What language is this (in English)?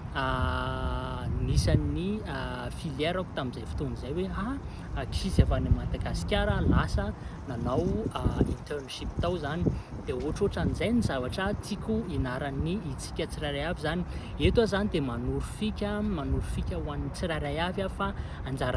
Malagasy